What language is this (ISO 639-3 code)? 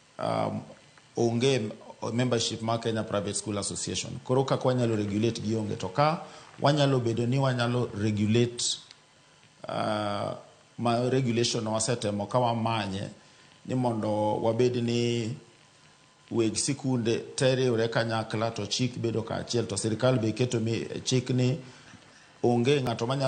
luo